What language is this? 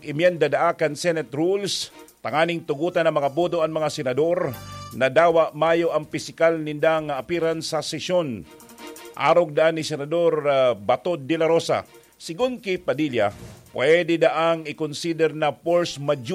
Bikol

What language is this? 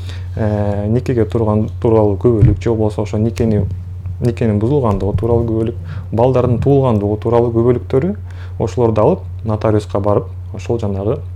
Kyrgyz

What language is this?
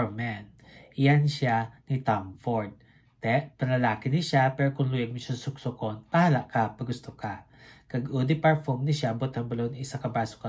Hiligaynon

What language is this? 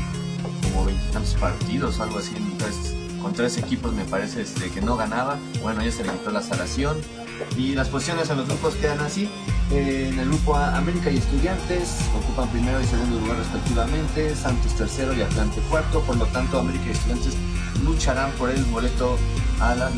Spanish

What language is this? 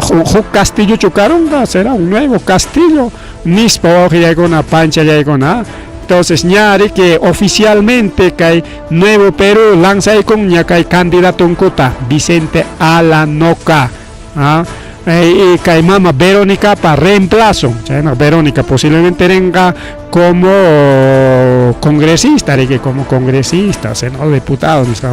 Ayacucho Quechua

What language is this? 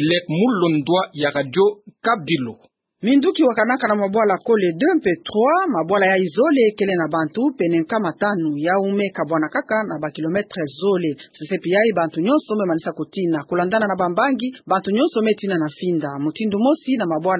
Kituba (Democratic Republic of Congo)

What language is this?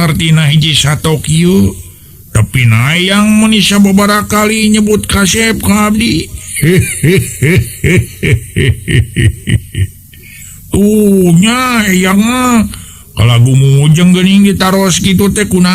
Sundanese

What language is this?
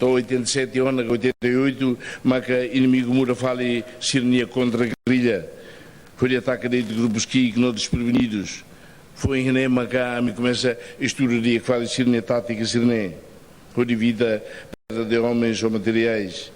Tetum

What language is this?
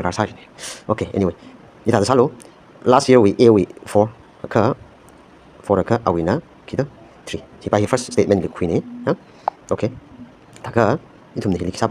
Tangkhul Naga (India)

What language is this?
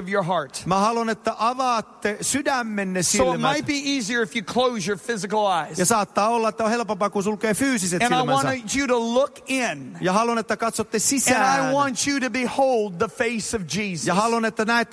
Finnish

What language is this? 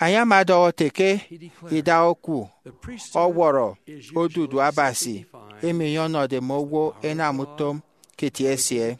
Efik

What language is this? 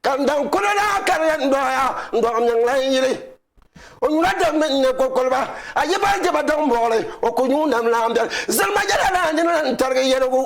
Dagbani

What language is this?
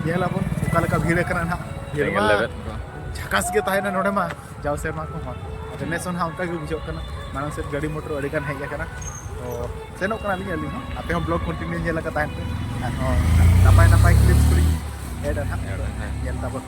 Santali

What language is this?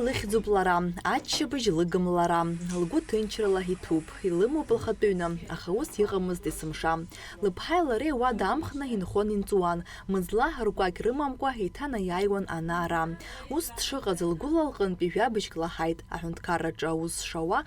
Abkhazian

